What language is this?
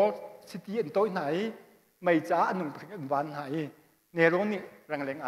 Hakha Chin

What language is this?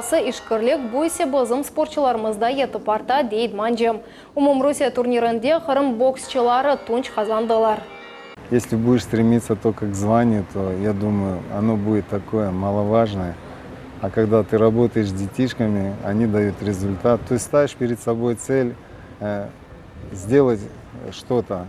Crimean Tatar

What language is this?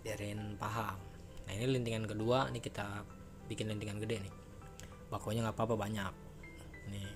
Betawi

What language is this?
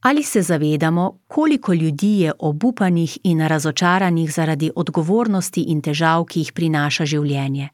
Slovenian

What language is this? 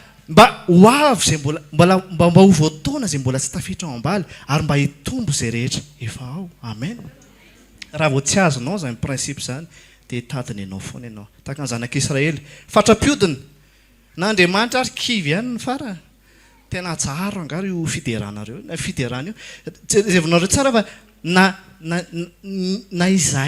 Malagasy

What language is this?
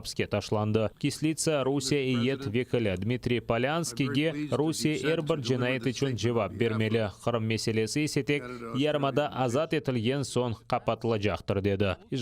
Crimean Tatar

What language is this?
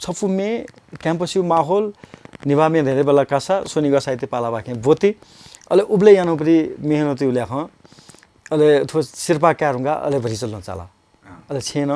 Newari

